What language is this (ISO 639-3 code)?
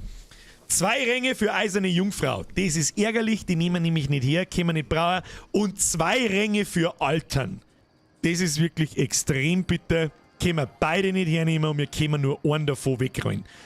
bar